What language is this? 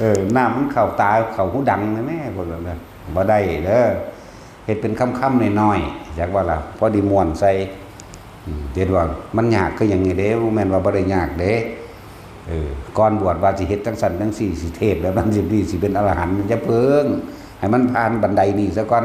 Northeastern Thai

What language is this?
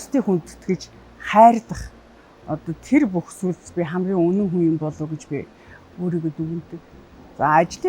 Mongolian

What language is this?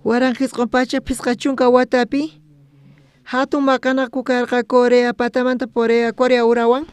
South Bolivian Quechua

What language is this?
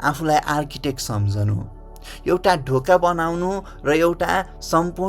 Nepali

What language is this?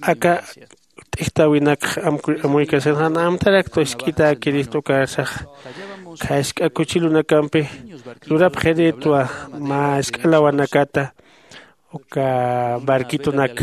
Aymara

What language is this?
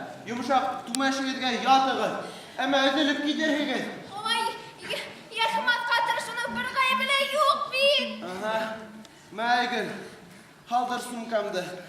Bashkir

